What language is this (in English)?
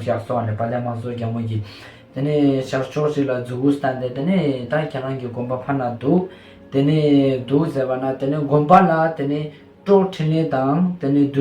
Ladakhi